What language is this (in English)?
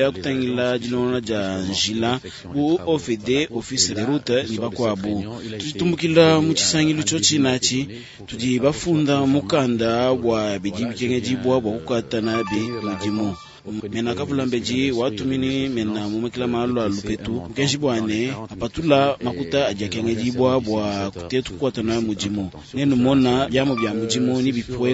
Luba-Lulua